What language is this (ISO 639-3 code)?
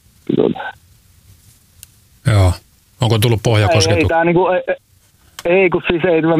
fin